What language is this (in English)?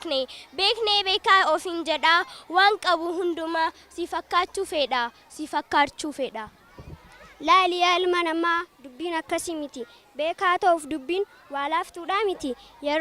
Oromo